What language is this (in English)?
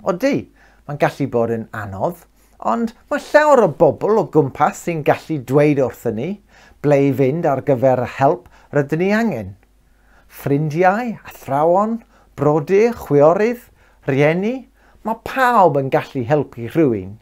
Welsh